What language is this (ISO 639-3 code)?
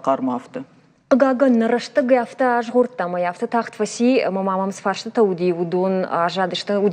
oss